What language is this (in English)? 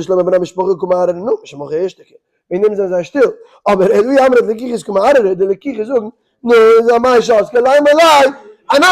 Yiddish